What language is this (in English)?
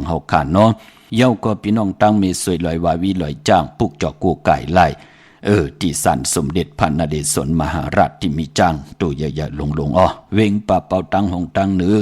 Shan